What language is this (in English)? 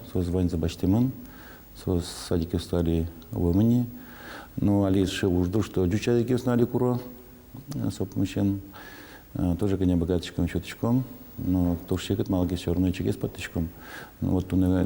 Udmurt